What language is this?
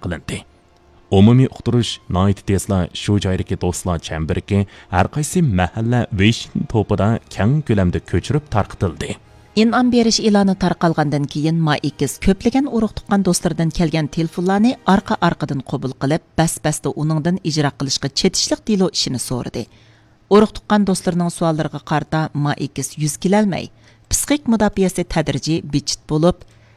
Uyghur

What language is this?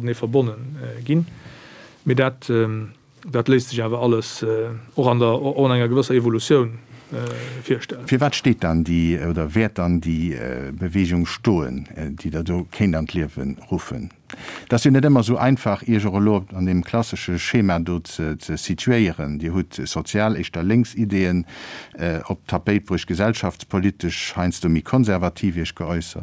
Luxembourgish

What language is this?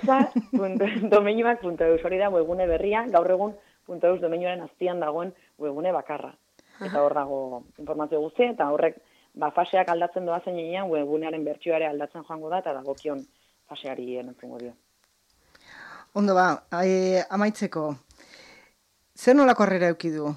Basque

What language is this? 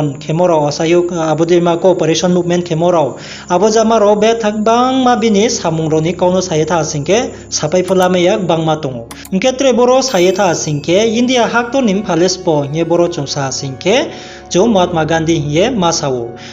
Riang (India)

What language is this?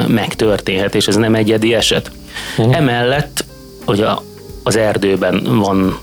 Hungarian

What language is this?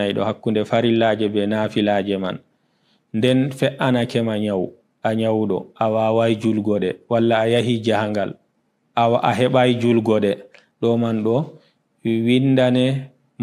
Fula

